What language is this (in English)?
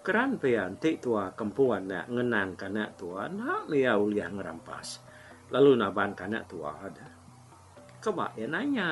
Iban